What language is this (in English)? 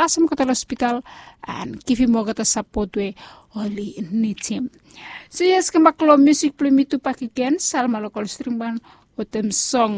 Bislama